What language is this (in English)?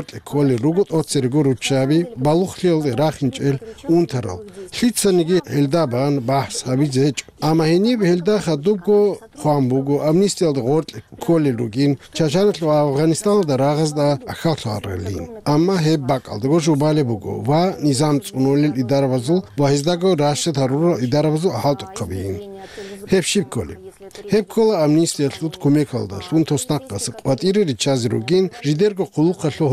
Avaric